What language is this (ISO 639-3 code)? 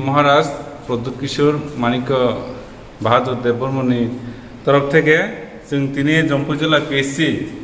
trp